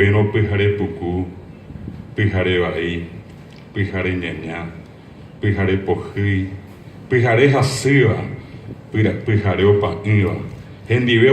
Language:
Guarani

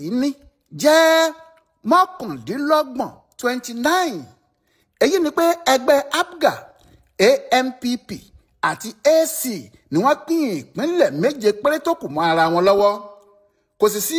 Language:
Yoruba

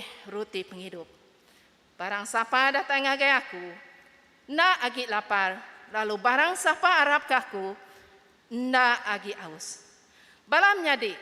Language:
Iban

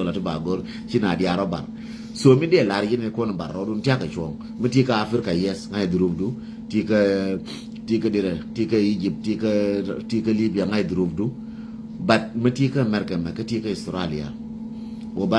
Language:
Nuer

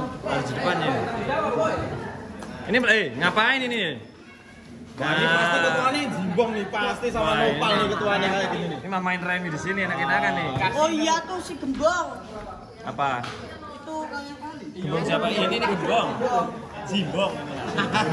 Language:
Indonesian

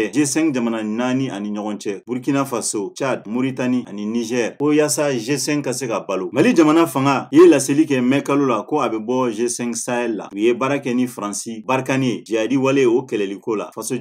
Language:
Bambara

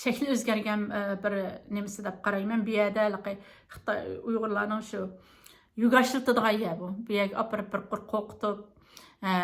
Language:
Uyghur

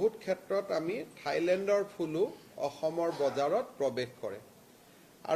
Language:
Assamese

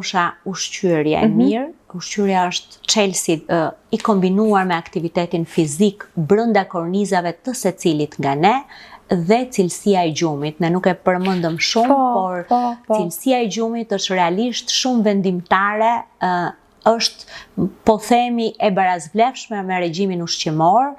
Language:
Albanian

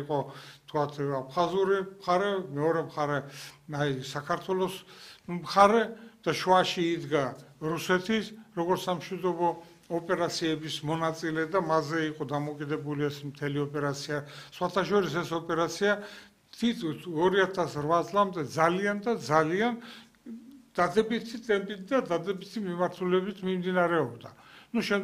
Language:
Georgian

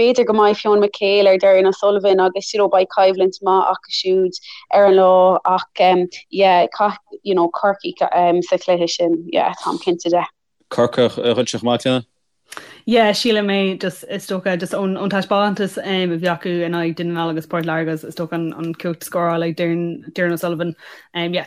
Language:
Irish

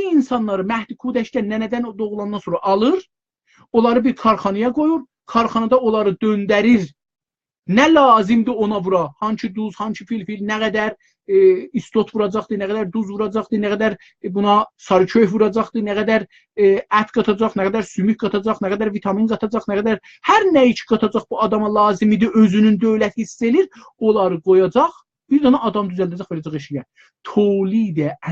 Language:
South Azerbaijani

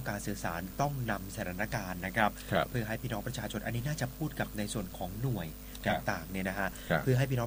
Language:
Thai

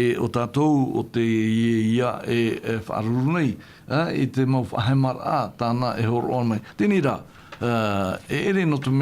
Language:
Tahitian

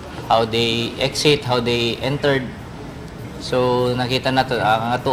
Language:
Cebuano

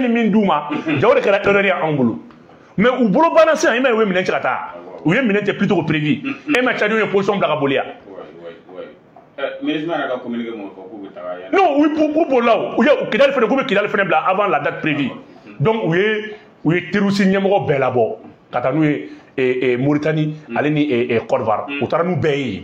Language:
Bambara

